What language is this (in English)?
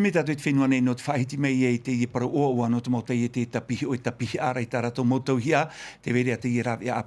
Tahitian